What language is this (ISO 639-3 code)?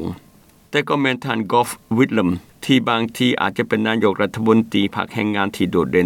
lao